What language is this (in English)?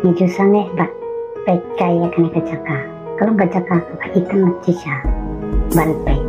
Khasi